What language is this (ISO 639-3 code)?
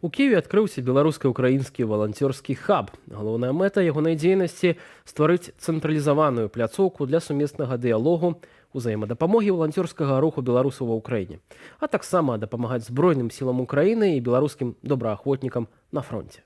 bel